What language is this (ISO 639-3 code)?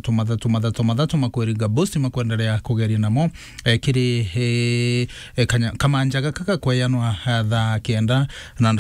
mer